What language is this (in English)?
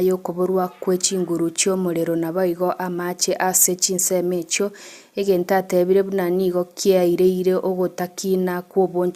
Gusii